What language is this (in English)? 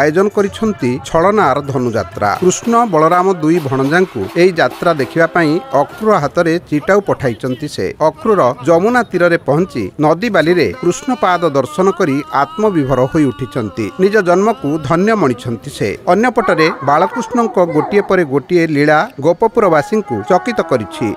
Odia